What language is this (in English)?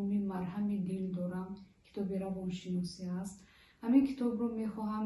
Tajik